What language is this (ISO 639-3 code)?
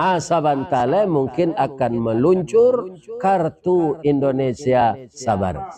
min